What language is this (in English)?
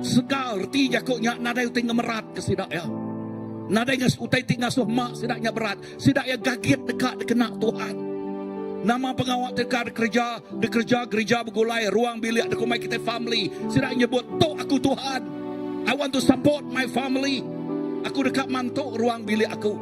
Iban